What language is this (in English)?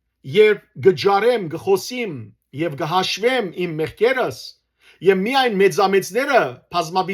Western Armenian